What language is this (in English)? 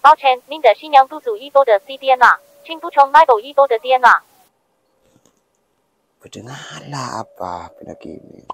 Madurese